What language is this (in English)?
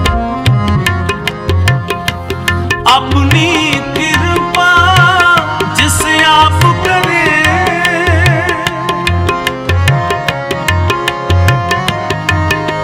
Hindi